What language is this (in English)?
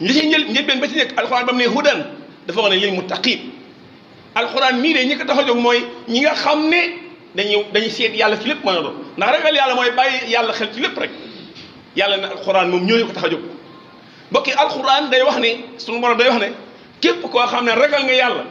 Wolof